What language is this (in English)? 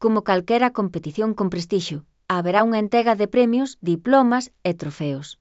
Galician